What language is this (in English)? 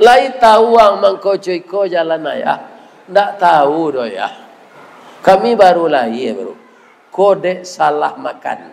Minangkabau